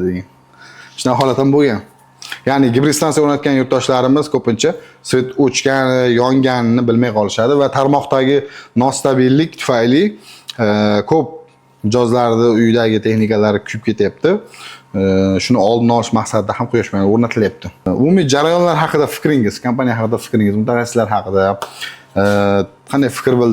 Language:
Uzbek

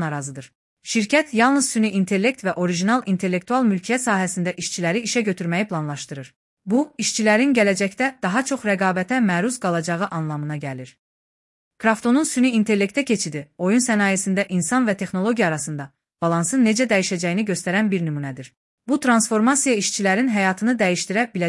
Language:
Azerbaijani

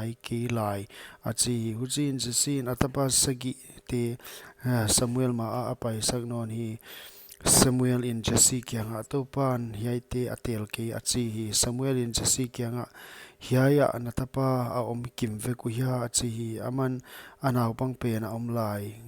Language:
Paite Chin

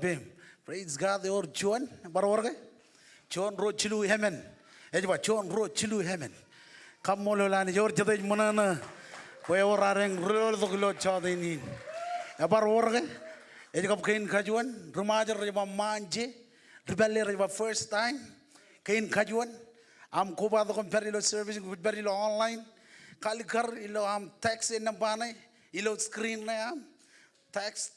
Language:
Marshallese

